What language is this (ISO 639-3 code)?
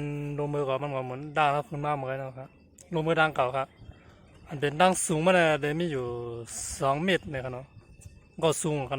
shn